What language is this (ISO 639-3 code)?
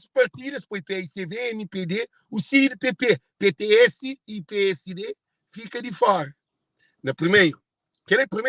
kea